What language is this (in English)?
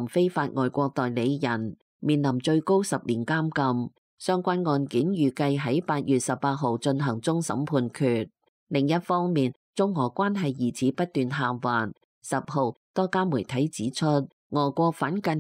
Cantonese